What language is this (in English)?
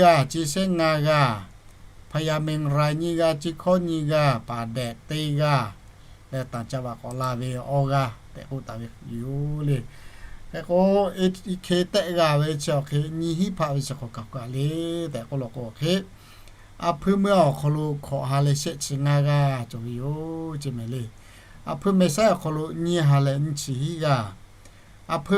Lahu